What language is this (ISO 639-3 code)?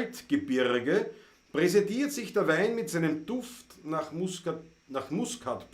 bar